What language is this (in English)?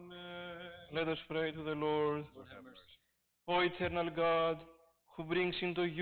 English